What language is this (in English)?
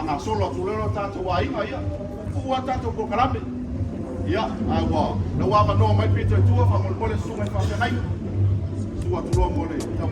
Samoan